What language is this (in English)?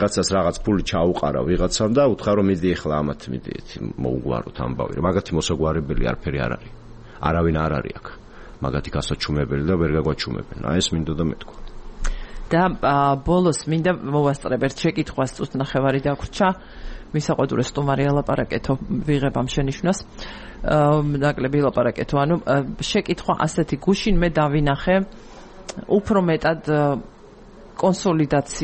Georgian